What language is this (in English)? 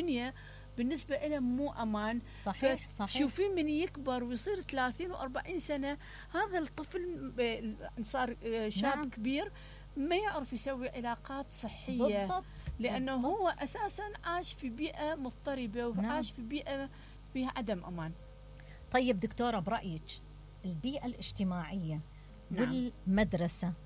Mesopotamian Arabic